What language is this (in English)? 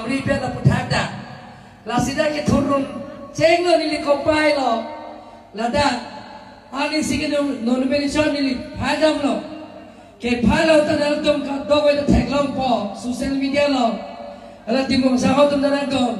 Karbi